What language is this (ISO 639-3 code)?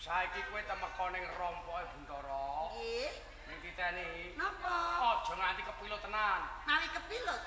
jav